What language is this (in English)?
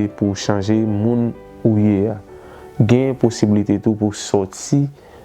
Haitian Creole